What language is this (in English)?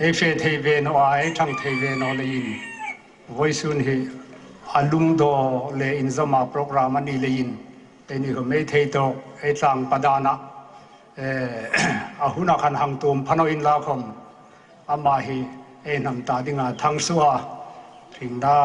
Hmar